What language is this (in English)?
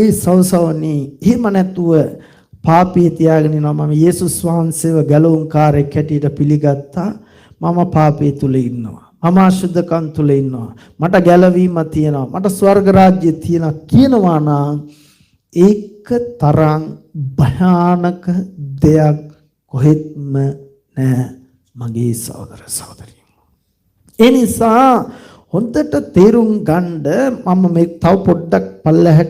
Sinhala